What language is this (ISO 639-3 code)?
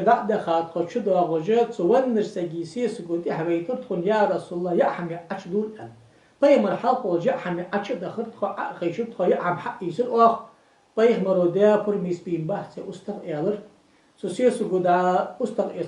inh